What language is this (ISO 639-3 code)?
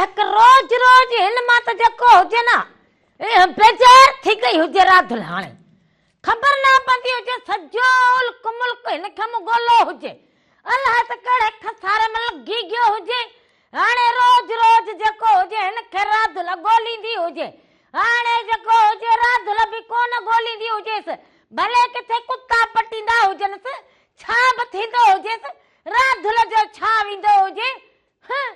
snd